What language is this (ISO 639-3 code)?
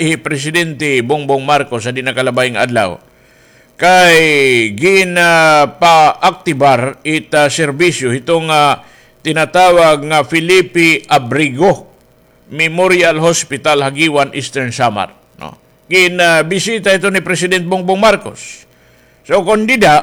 war